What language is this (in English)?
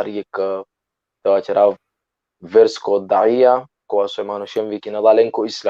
Balkan Romani